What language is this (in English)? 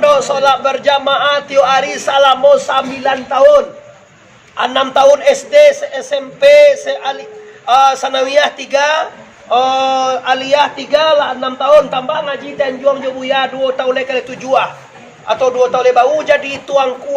Minangkabau